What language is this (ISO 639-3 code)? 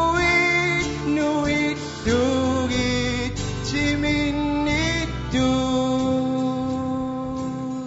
kal